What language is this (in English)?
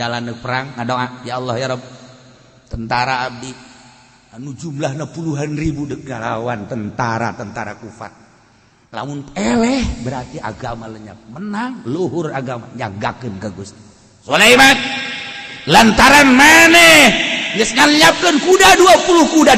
Sundanese